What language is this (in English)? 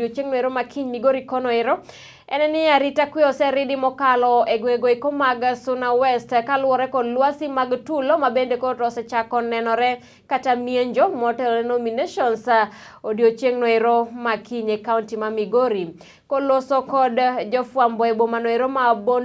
Luo (Kenya and Tanzania)